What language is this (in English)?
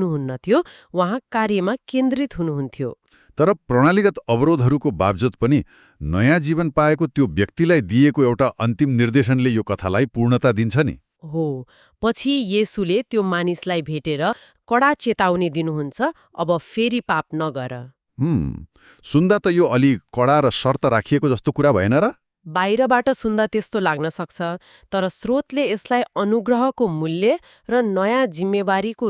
Nepali